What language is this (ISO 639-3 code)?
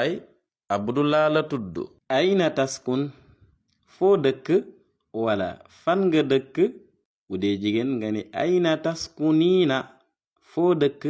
wol